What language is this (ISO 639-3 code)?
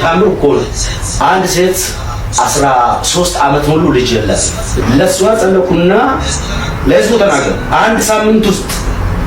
amh